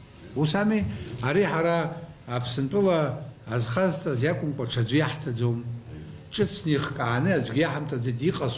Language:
Abkhazian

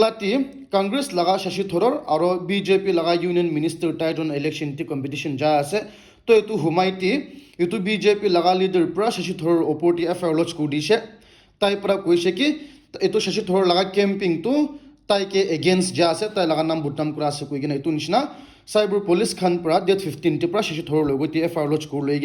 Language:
Naga Pidgin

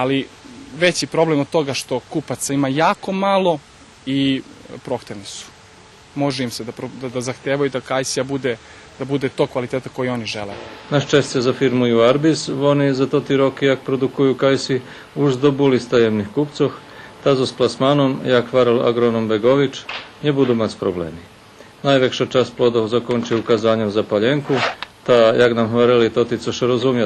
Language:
Rusyn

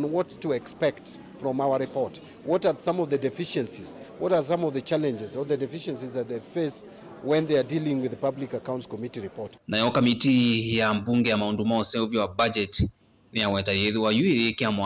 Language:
Kamba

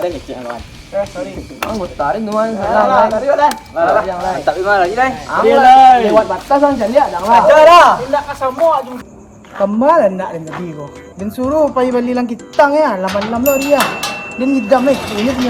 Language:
Minangkabau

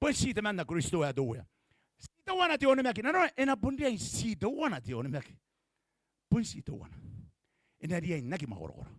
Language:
Gilbertese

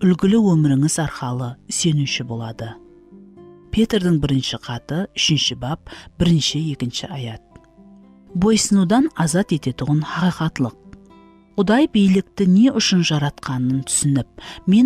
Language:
Kara-Kalpak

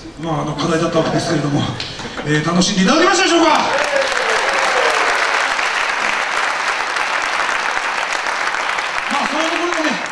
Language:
Japanese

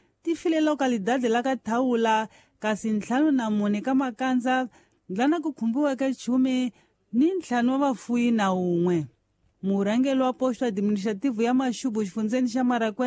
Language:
Tsonga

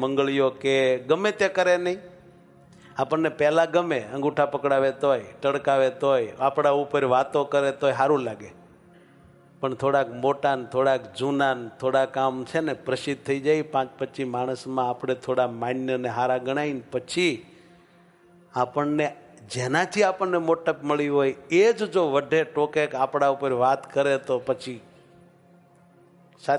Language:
Gujarati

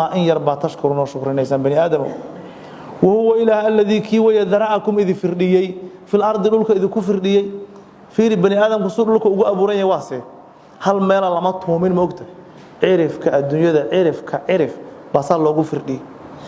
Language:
Somali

